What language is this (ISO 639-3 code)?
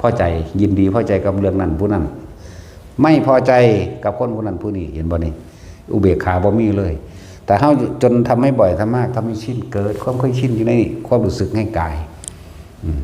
tts